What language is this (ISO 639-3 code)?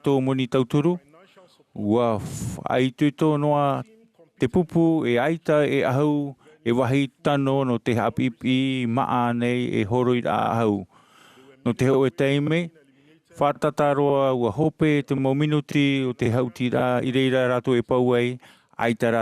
tah